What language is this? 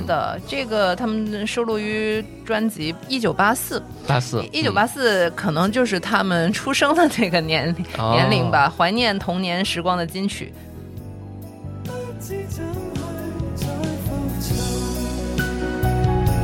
Chinese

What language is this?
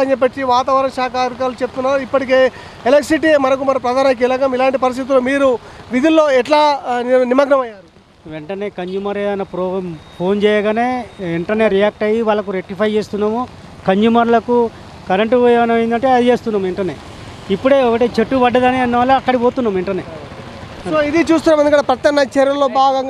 Telugu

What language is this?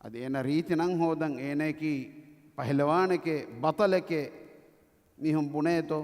Divehi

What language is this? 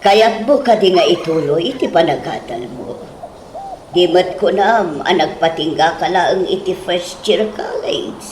Iloko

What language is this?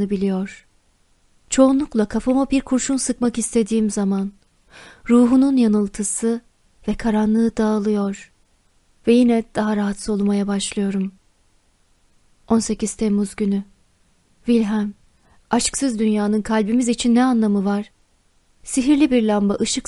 Turkish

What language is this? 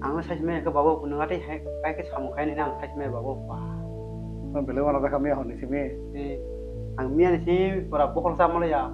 Kok Borok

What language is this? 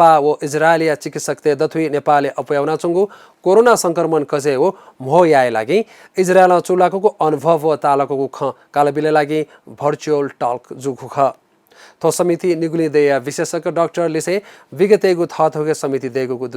Newari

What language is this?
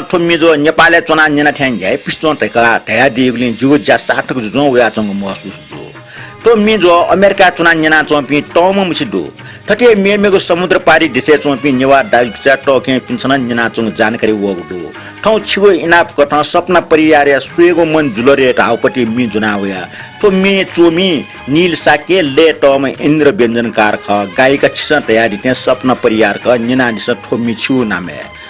Newari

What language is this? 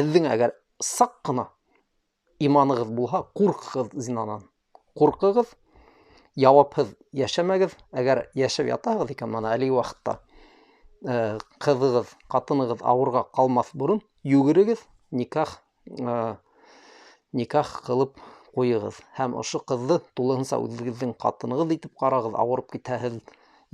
Bashkir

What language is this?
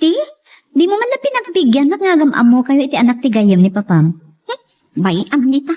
Iloko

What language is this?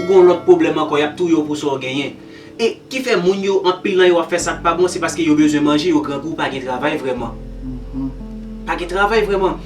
Haitian Creole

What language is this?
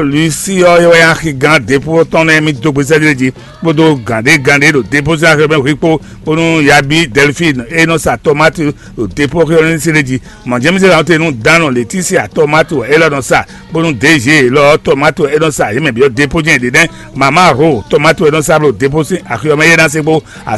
Fon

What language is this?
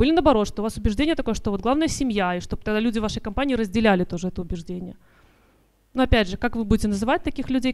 Russian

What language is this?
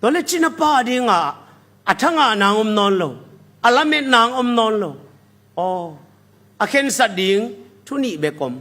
Tedim Chin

